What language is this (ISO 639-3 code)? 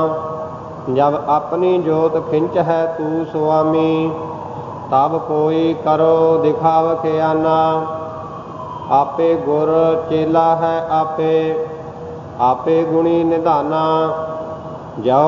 pan